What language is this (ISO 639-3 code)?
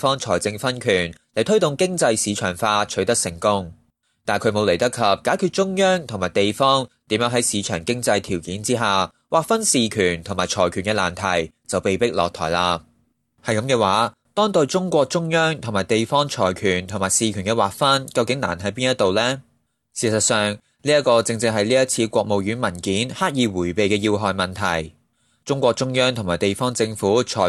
yue